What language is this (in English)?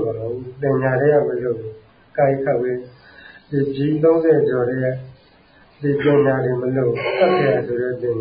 Burmese